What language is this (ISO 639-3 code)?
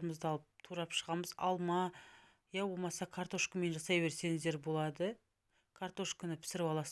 kaz